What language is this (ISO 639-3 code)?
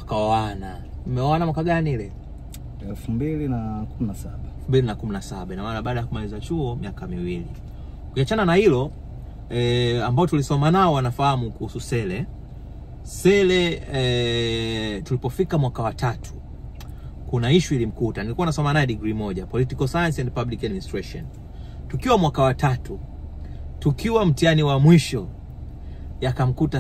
swa